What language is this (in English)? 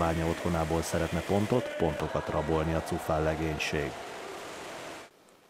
Hungarian